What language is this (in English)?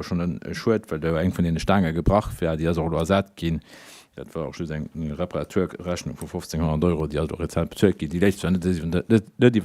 Luxembourgish